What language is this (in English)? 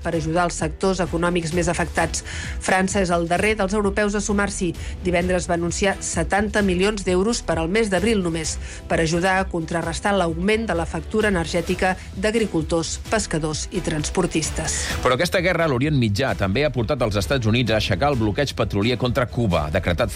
Catalan